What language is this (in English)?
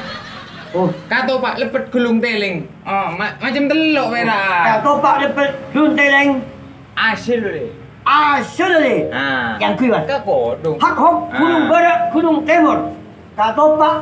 Madurese